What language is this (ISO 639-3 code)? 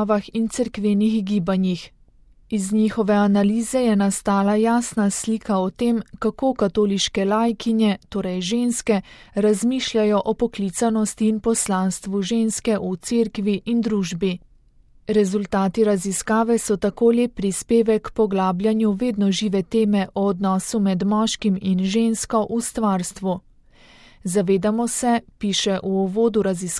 slv